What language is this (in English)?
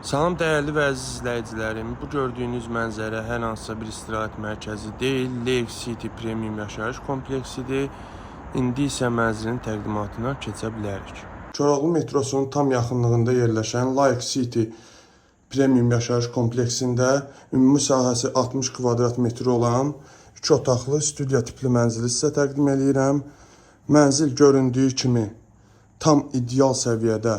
Azerbaijani